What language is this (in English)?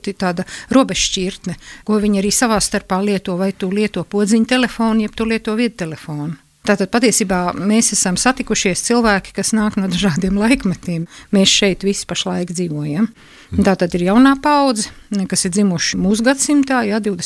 Latvian